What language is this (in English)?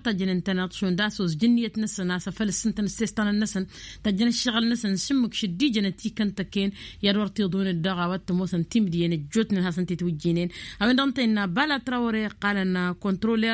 Tamasheq